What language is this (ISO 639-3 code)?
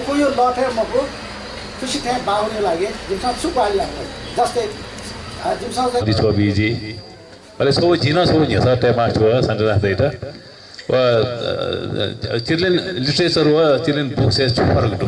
new